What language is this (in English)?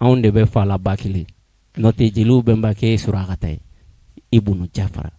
Bambara